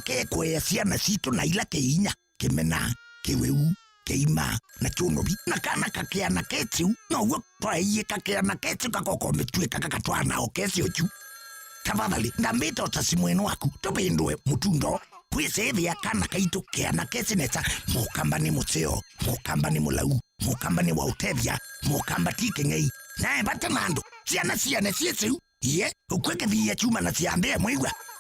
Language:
Kamba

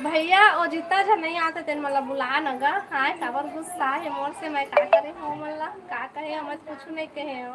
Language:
Chhattisgarhi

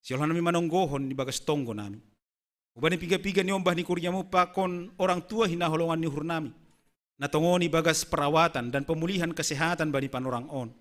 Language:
Batak Simalungun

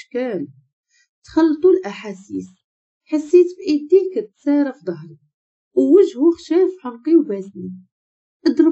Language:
Moroccan Arabic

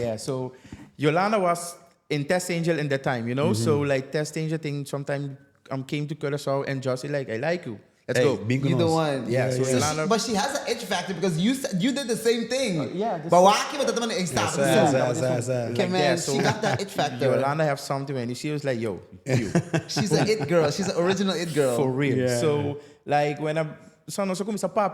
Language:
Papiamento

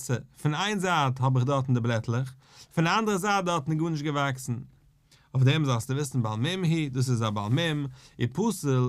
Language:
Yiddish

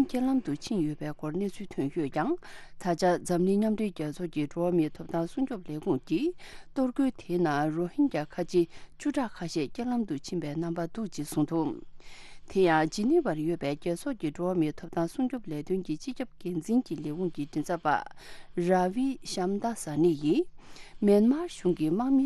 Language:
Tibetan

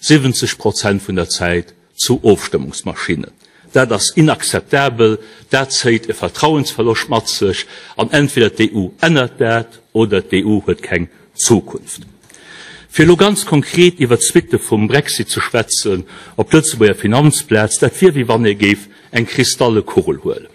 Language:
Luxembourgish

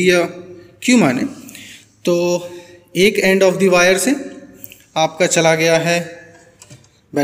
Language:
Hindi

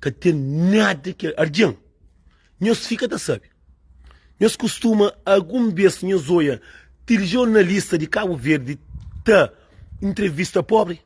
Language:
Kabuverdianu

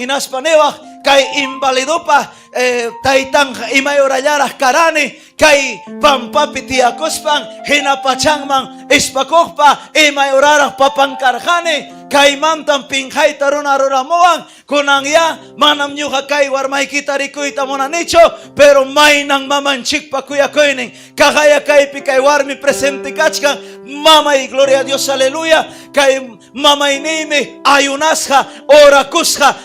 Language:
Ayacucho Quechua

